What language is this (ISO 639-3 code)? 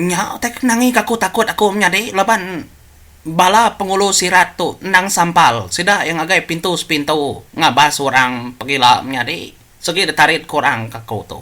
iba